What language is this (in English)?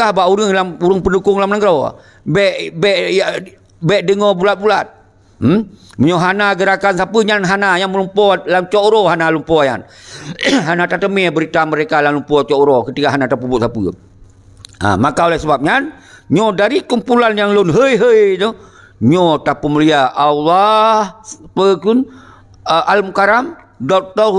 Achinese